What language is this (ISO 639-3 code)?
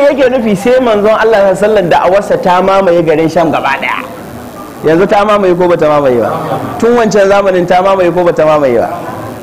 hau